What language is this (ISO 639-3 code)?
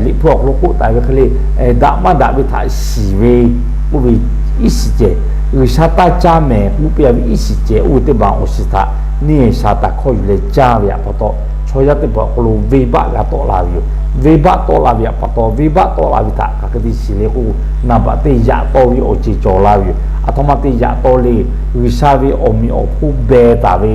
lhu